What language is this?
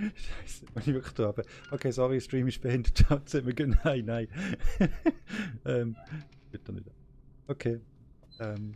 Swiss German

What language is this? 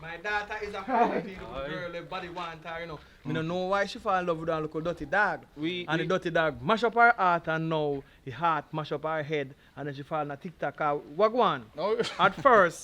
Jamaican Creole English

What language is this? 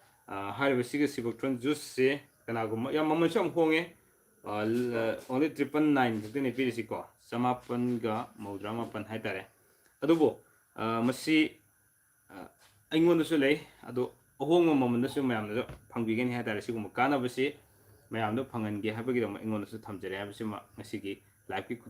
Manipuri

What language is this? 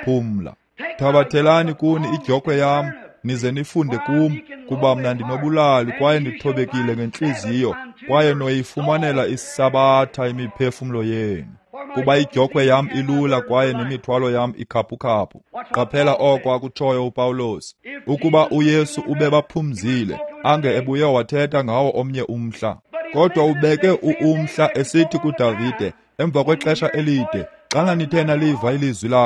Xhosa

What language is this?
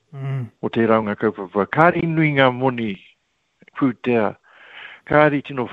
Māori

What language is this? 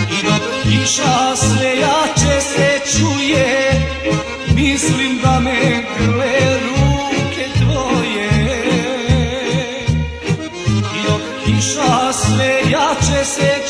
Croatian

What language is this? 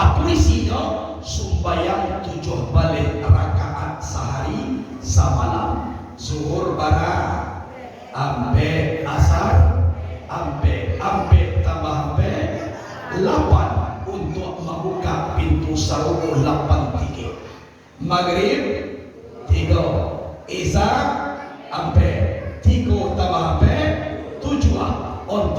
Minangkabau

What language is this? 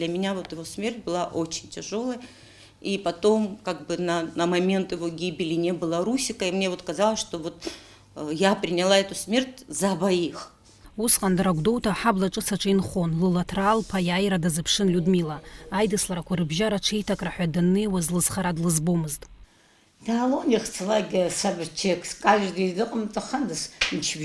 Abkhazian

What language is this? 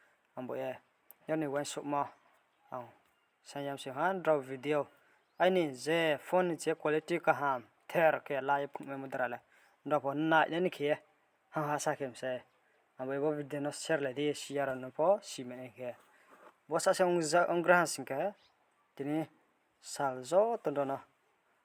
Riang (India)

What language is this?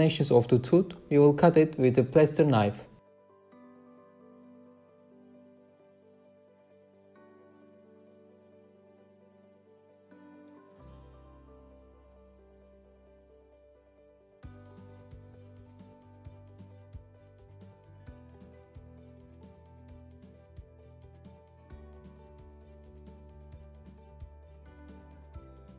English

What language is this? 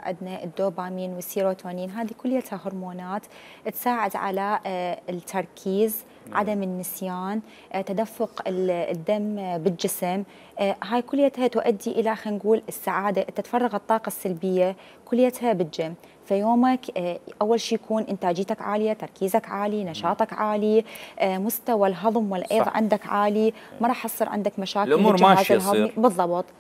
Mesopotamian Arabic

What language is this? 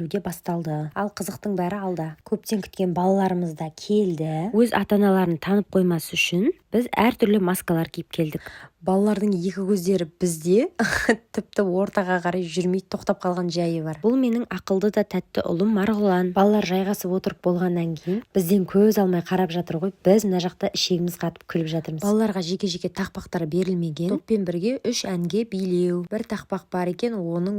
Kazakh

